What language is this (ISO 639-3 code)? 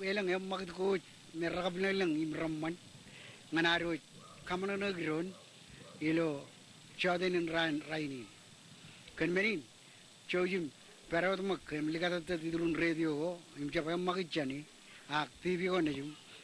mah